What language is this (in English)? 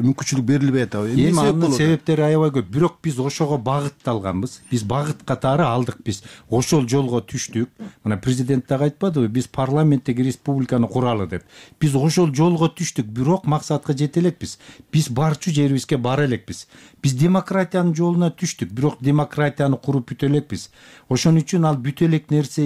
Kyrgyz